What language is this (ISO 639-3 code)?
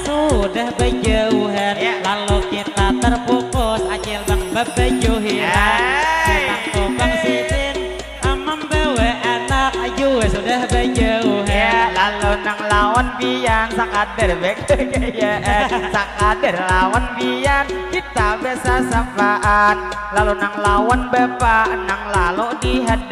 bjn